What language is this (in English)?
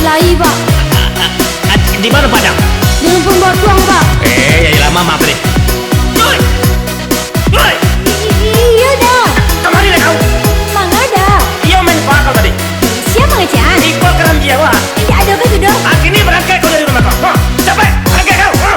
Minangkabau